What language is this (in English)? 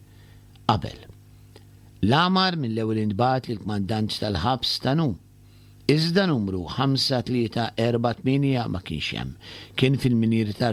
Maltese